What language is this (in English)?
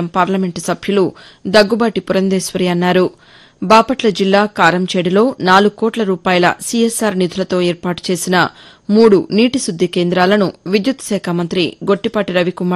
Telugu